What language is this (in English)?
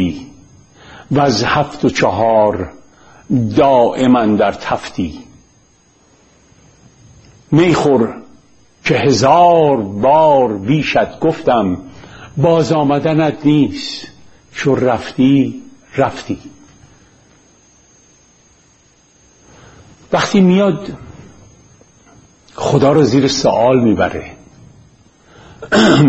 Persian